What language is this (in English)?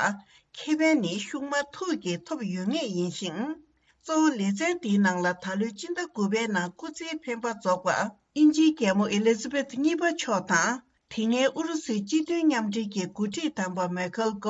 Tibetan